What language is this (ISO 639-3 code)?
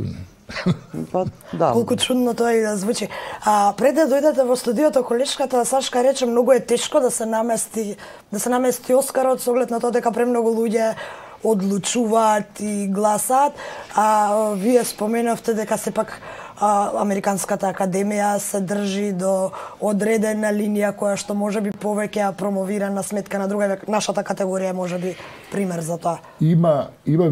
mkd